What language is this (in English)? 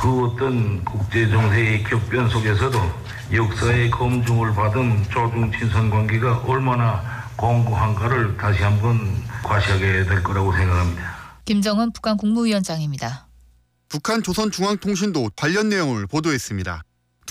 Korean